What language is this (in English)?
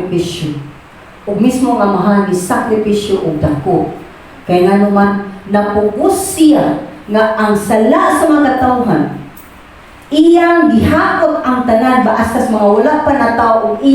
Cebuano